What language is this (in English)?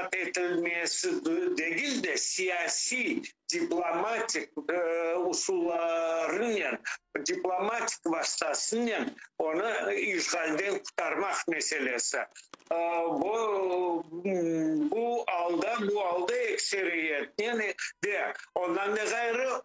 Crimean Tatar